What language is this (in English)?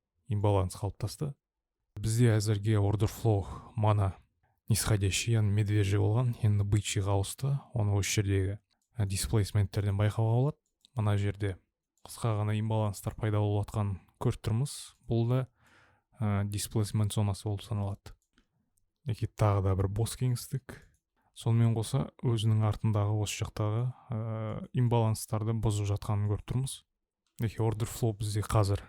Kazakh